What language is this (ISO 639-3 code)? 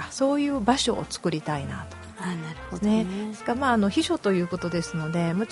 jpn